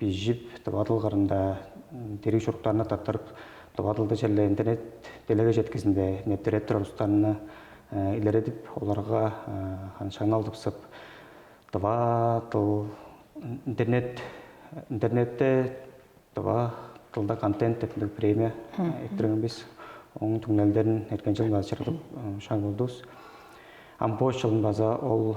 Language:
Tuvinian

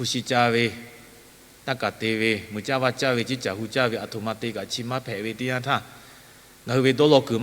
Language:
Lahu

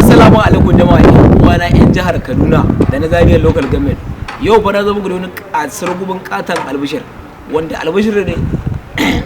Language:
Hausa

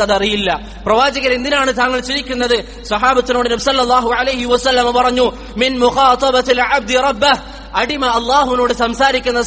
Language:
Malayalam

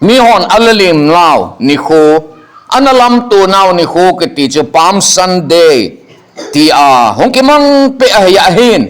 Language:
Thado Chin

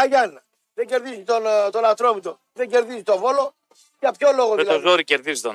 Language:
Greek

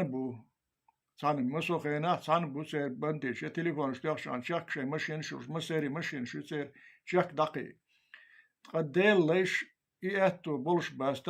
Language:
Chechen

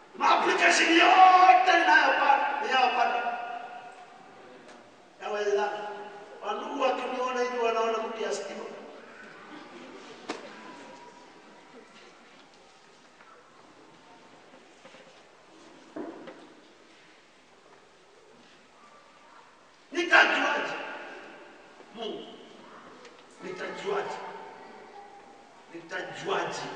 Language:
Swahili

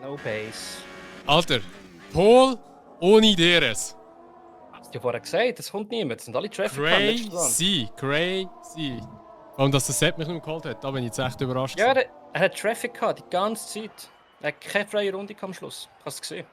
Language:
Swiss German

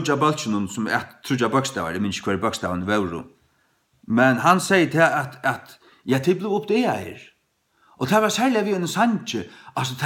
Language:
Faroese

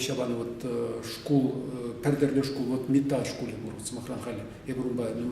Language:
Chuvash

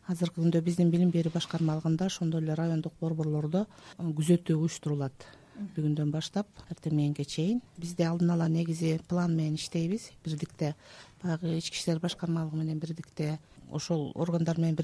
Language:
Kyrgyz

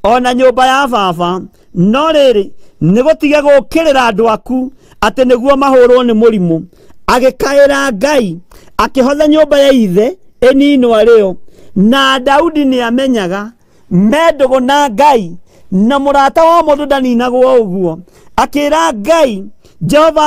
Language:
Kikuyu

